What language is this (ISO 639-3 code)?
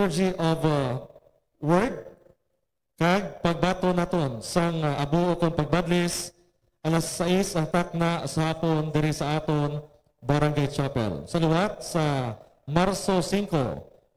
hil